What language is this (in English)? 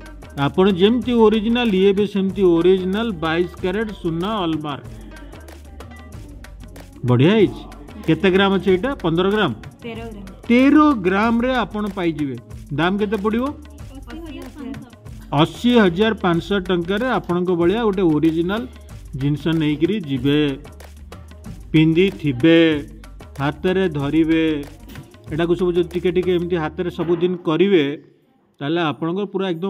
Odia